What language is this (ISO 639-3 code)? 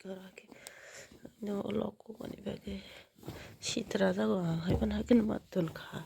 trp